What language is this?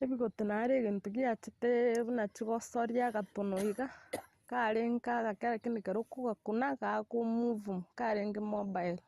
Gusii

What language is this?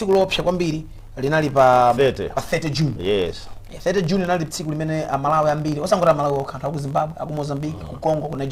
Nyanja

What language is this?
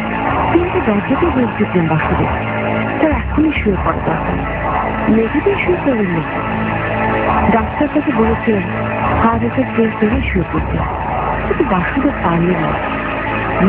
Bangla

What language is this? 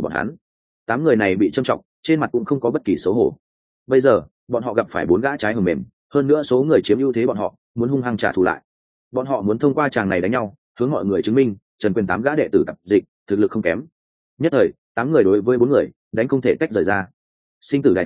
Vietnamese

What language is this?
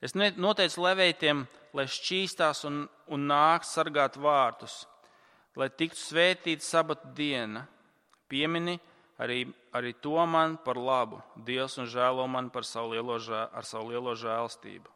Latvian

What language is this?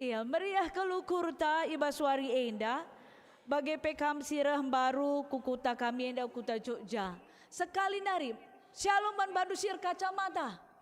Batak Karo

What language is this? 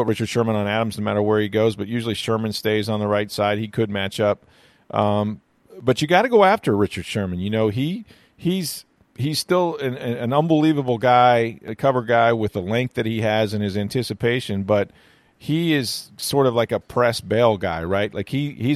English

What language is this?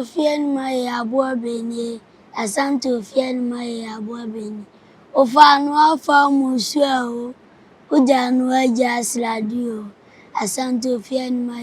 Akan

